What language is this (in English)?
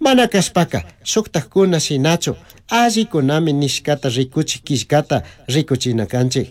Chimborazo Highland Quichua